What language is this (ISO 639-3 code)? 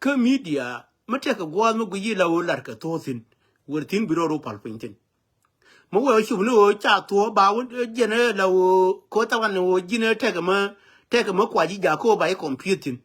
nus